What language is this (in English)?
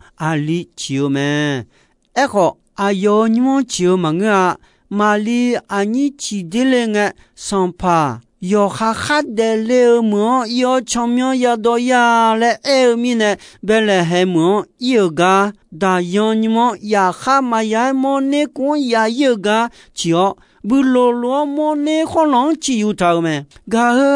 Akha